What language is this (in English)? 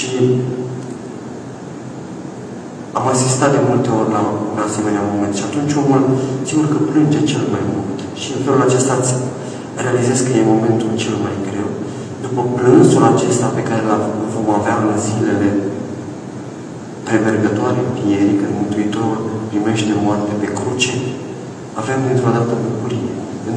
Romanian